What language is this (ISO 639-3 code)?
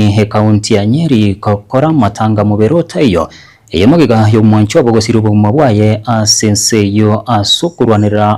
guz